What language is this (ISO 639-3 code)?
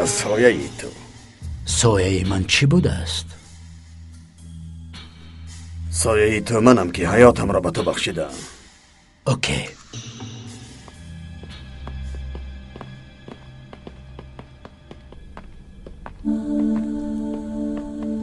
fas